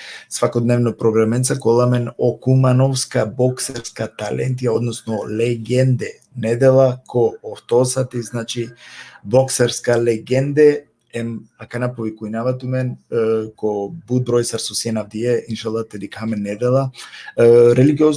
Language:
Balkan Romani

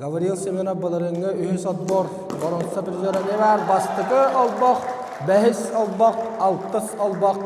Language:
Yakut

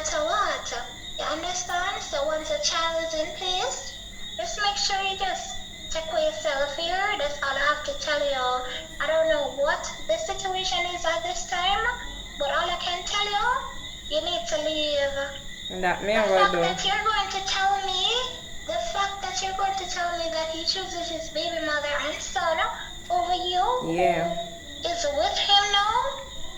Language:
Jamaican Creole English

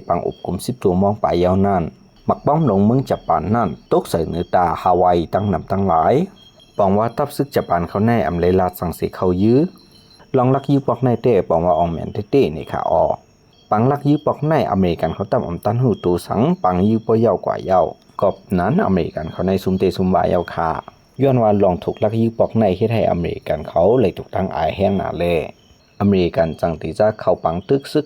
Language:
Shan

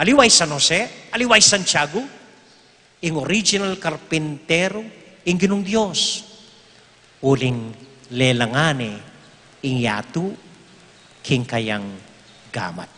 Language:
Pampanga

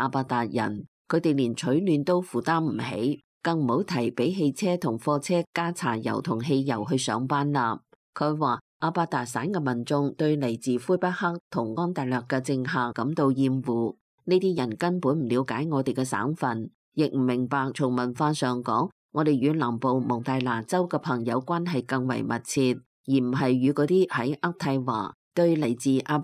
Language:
Cantonese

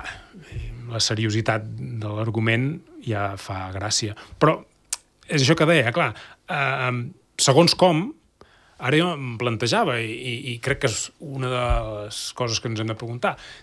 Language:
Catalan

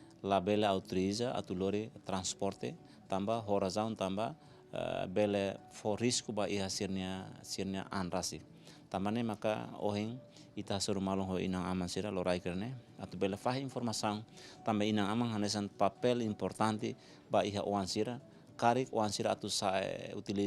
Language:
Tetum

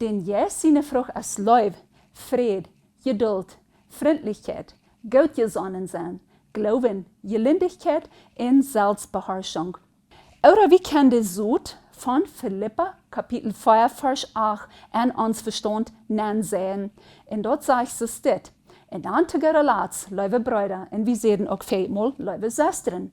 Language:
Plautdietsch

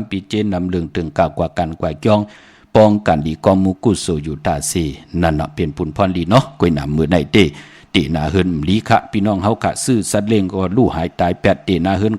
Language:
Shan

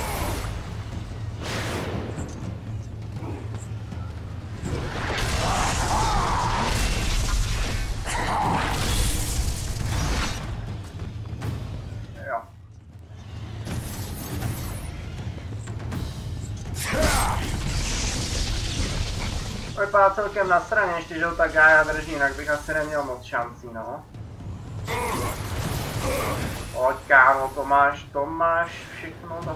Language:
Czech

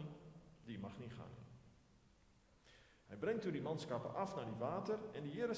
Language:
Afrikaans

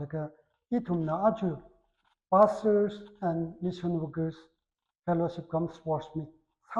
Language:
Tangkhul Naga (India)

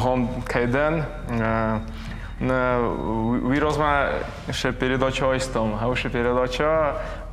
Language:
Ossetic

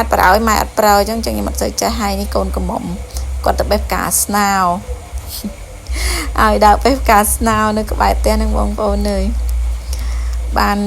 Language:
Khmer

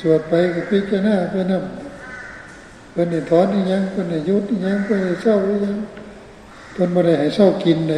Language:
Northeastern Thai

